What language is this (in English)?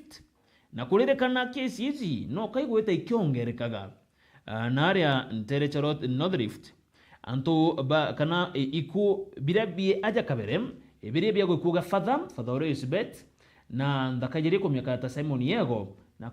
Meru